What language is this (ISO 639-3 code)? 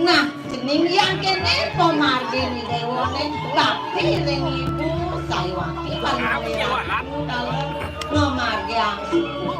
ban